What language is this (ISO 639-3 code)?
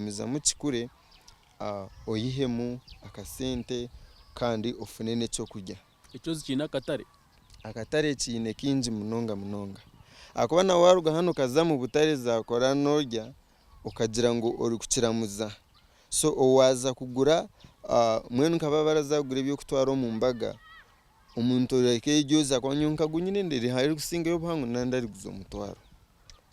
nyn